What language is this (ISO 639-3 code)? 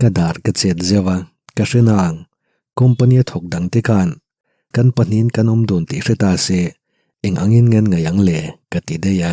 lus